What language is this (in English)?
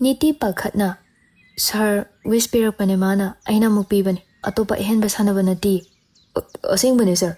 Manipuri